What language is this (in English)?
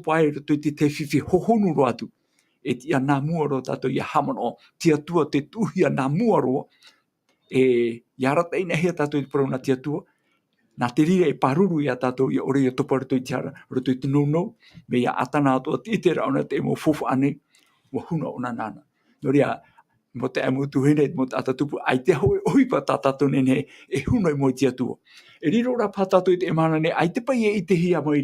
Tahitian